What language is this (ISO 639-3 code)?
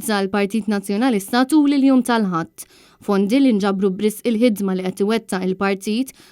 mlt